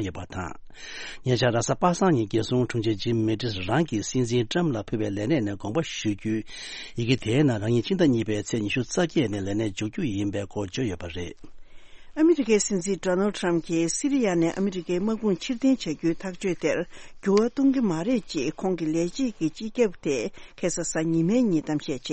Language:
Tibetan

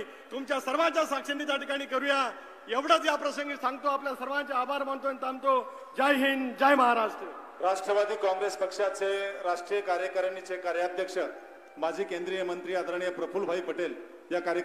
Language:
Marathi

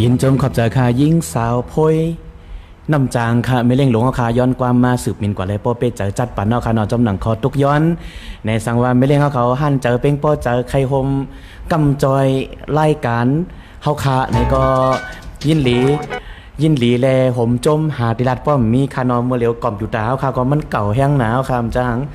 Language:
Shan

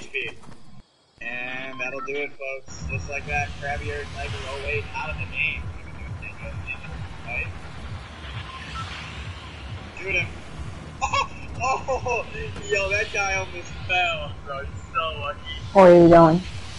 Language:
English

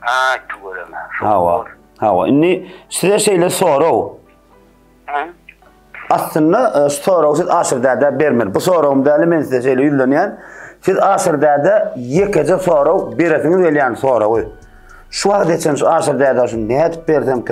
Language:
Turkmen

